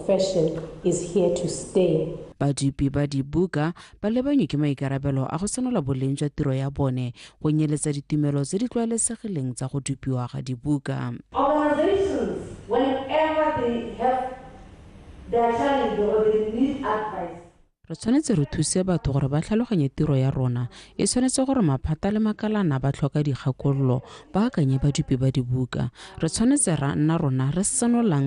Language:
Tswana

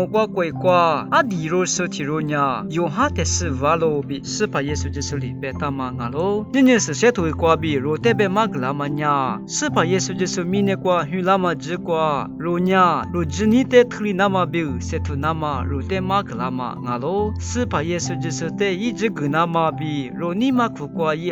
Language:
Lisu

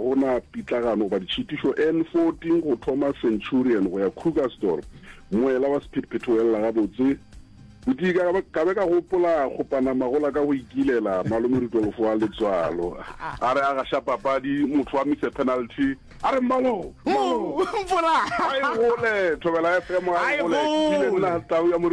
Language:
Northern Sotho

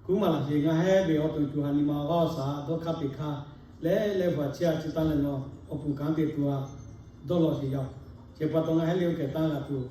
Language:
Lahu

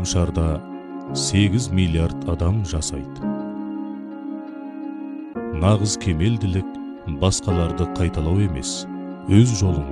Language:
Kazakh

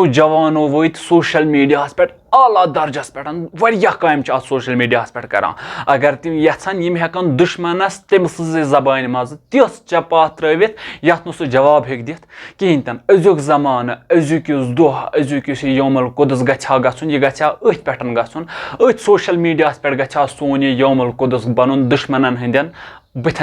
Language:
Kashmiri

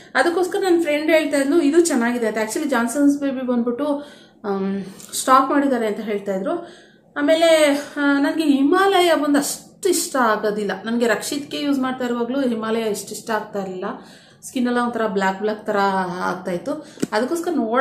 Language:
Kannada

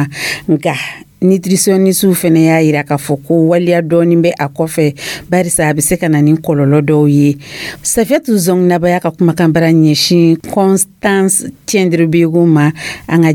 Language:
Dyula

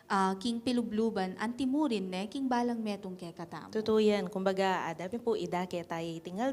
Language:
Pampanga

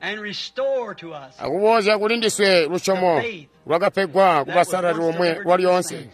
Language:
Tonga (Zambia)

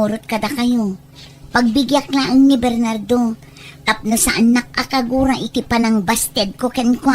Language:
Iloko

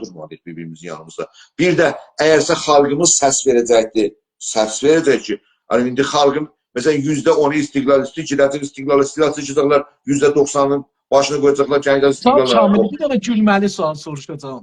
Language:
South Azerbaijani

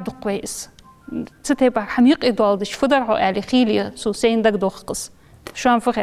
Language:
Ingush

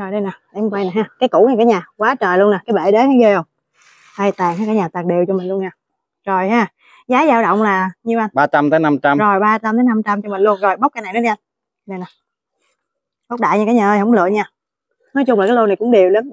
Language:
Vietnamese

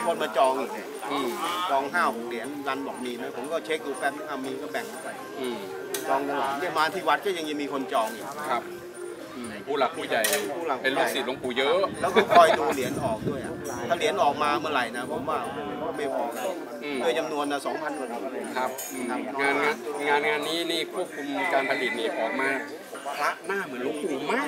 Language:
Thai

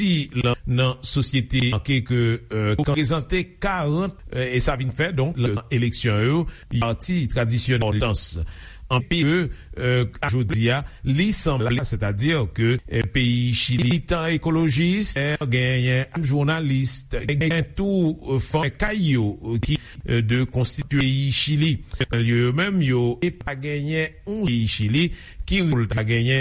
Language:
Haitian Creole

